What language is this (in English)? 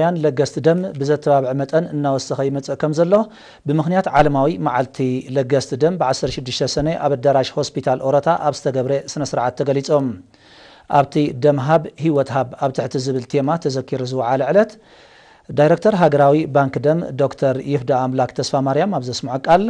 Tigrinya